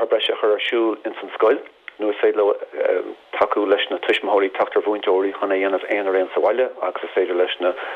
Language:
Irish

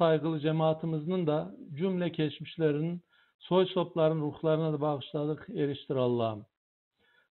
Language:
Crimean Tatar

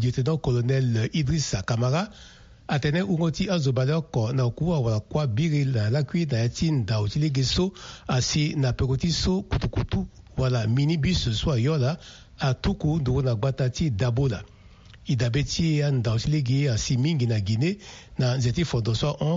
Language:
Sango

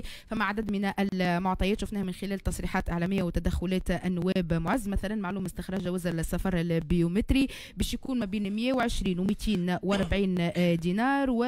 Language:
Tunisian Arabic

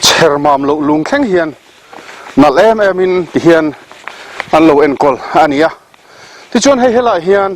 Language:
Mizo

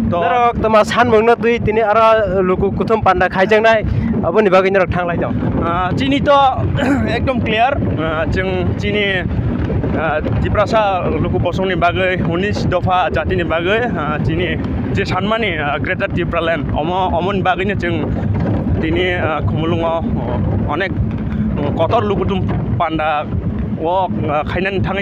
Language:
Kok Borok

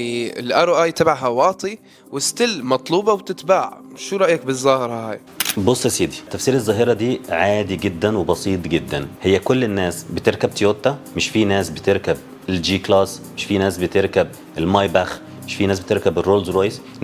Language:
Egyptian Arabic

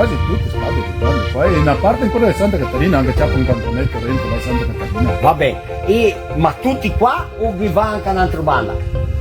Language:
Venetian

